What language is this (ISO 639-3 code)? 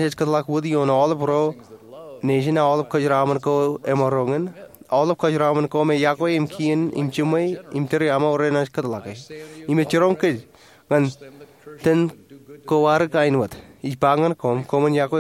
mah